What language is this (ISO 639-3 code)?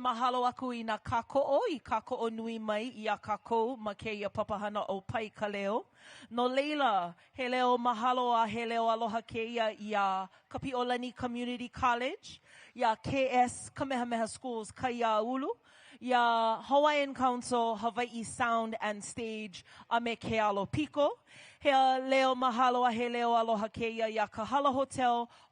haw